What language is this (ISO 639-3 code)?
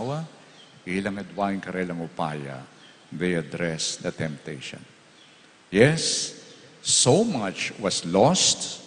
pam